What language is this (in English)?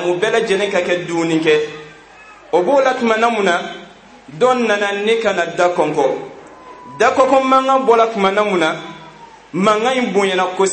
Bambara